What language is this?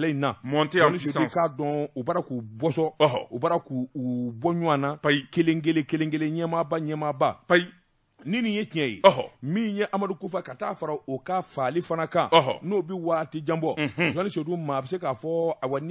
Bambara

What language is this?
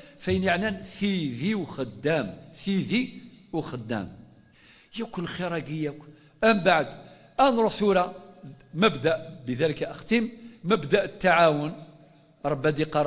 Kabyle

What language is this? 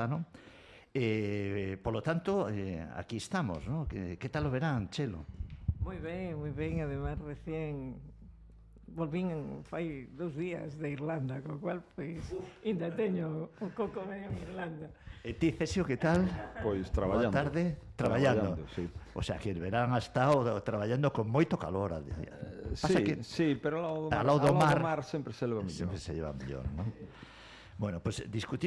Galician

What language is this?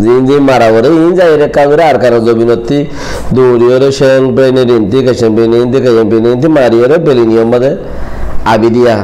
Rohingya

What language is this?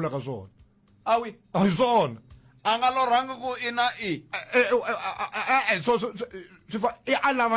Tsonga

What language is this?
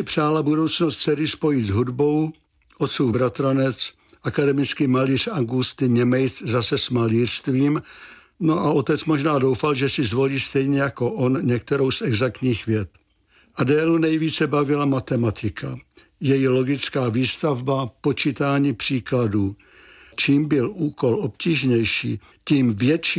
Czech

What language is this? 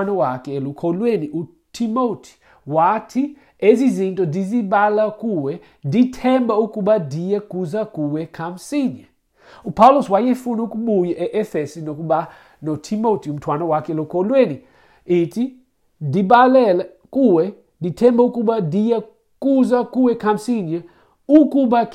Xhosa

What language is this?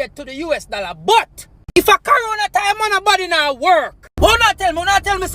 Jamaican Creole English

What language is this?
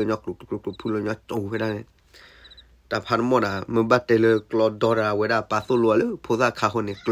S'gaw Karen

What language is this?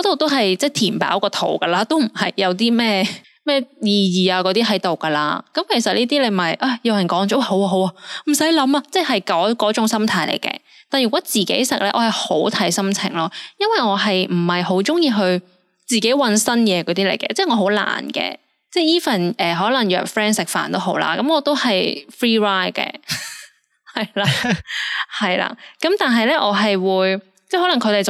Cantonese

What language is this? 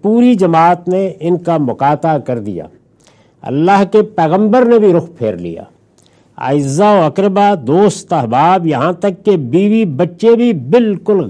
Urdu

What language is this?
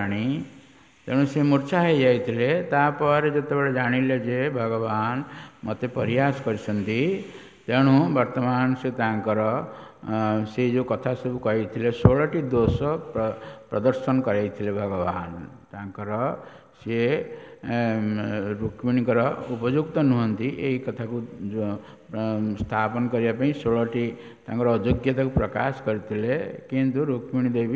Odia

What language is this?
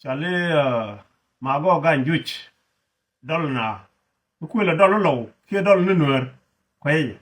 Nuer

